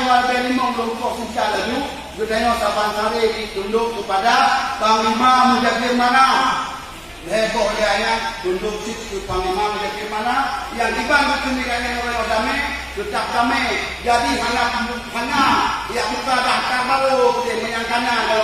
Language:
Achinese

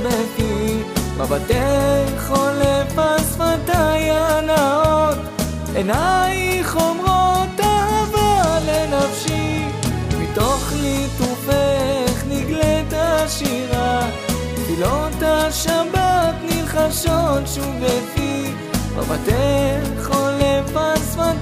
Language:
Hebrew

